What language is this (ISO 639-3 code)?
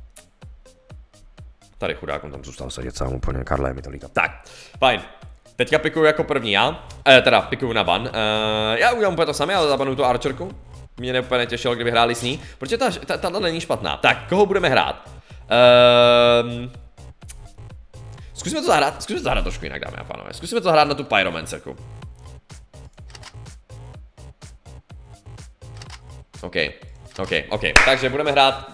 ces